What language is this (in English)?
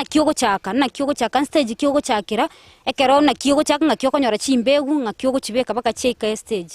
Gusii